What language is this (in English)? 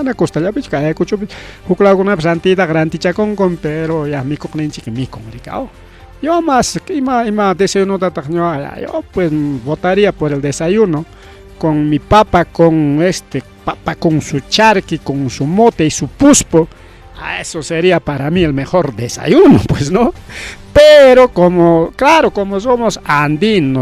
Ayacucho Quechua